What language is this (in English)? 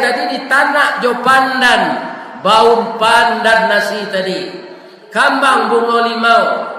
Minangkabau